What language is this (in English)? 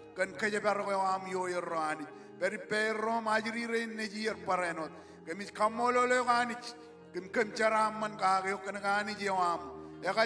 Marshallese